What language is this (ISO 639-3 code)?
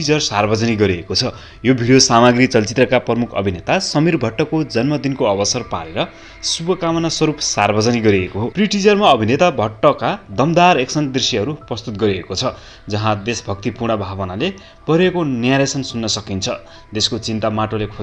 nep